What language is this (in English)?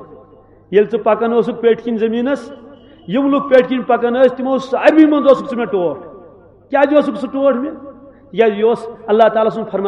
Kashmiri